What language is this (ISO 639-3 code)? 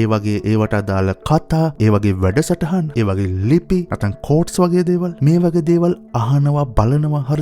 sin